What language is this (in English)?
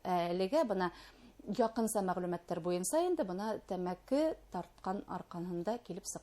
Bashkir